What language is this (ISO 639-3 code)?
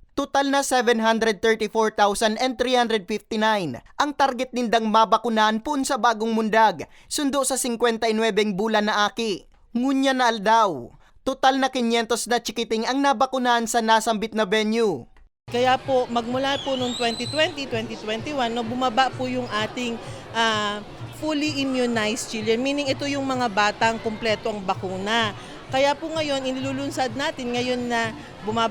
bik